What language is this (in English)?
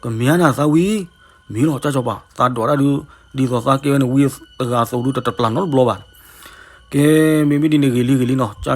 S'gaw Karen